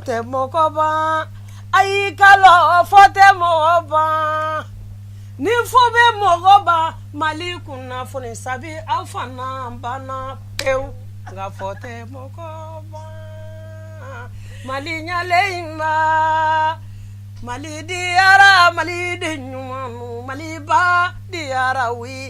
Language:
Bambara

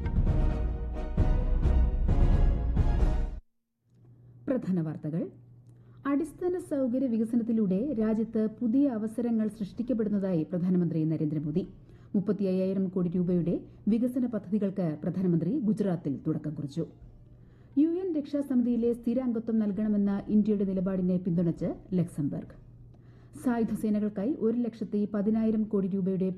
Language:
Malayalam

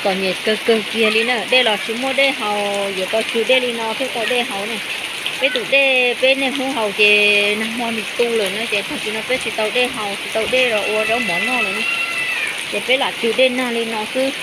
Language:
Hmong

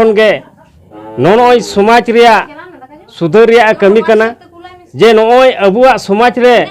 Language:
Santali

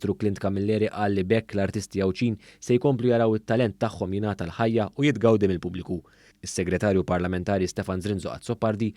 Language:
Maltese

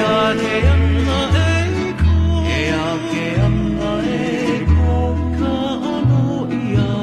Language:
Hawaiian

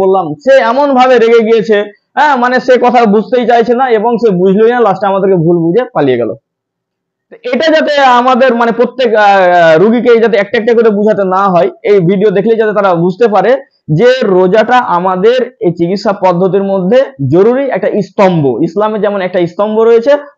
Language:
Bangla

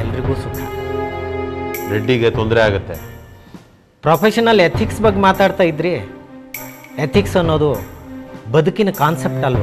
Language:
Kannada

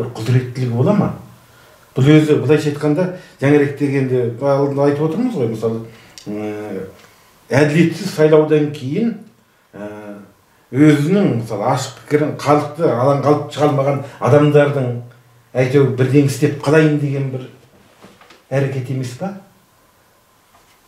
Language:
Kazakh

